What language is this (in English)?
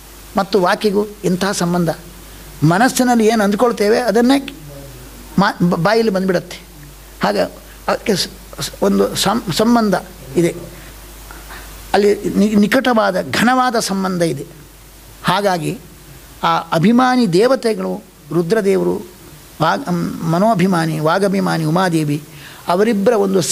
Kannada